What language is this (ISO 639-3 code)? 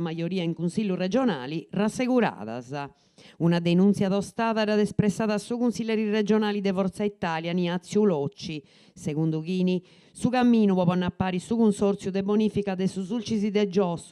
srd